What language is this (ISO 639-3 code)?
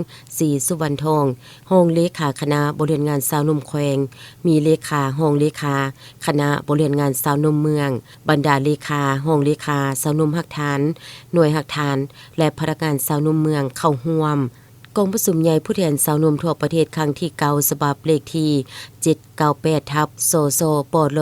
lao